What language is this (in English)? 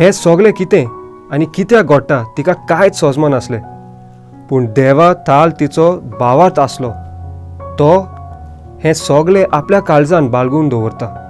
Konkani